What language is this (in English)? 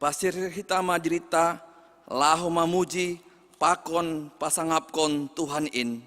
Batak Simalungun